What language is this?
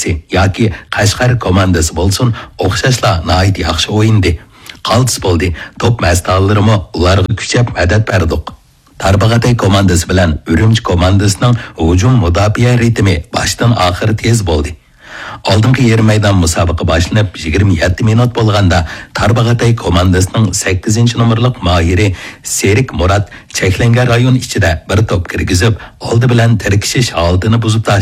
Uyghur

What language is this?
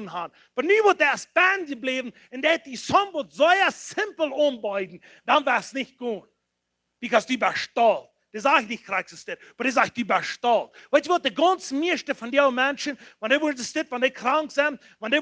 Plautdietsch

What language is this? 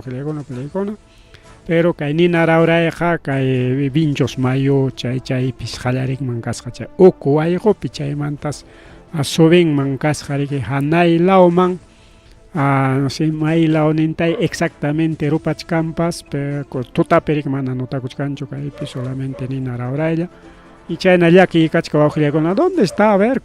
Ayacucho Quechua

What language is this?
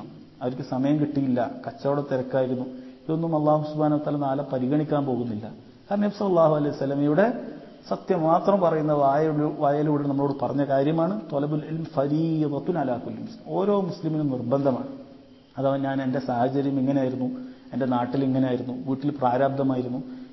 Malayalam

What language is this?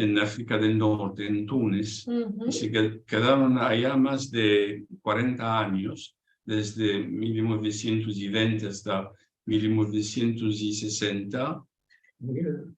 Ladino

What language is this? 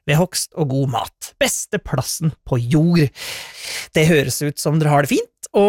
Norwegian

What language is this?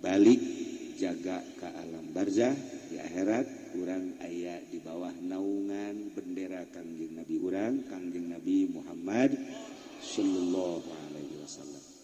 Sundanese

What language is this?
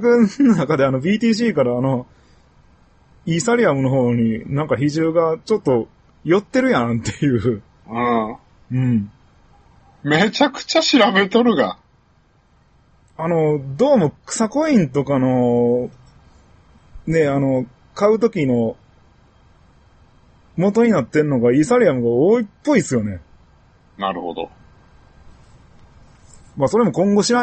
Japanese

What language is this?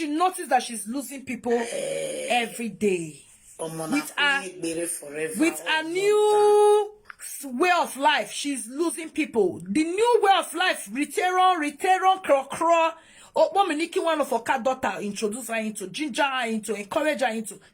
Nigerian Pidgin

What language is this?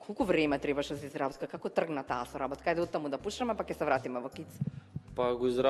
Macedonian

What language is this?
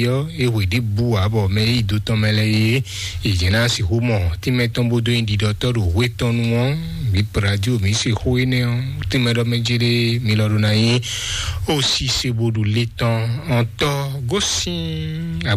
Fon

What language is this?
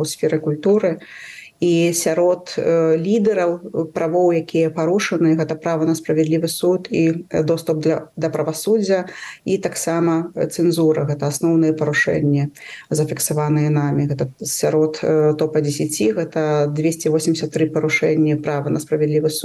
Belarusian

